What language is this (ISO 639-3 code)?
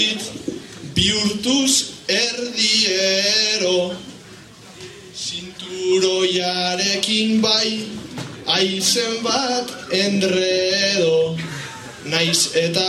eus